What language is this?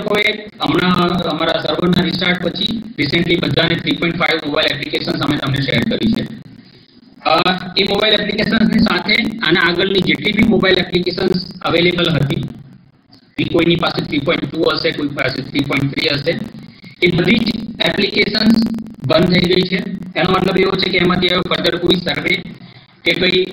Gujarati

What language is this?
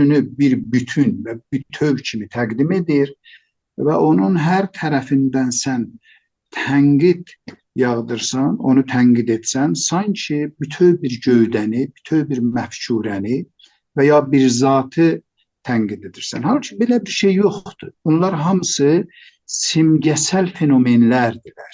South Azerbaijani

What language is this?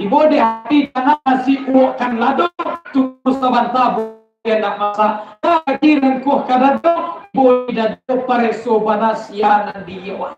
Minangkabau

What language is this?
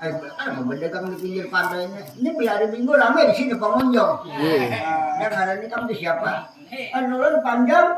Banjar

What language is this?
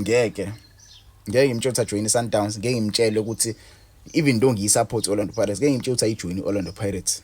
Zulu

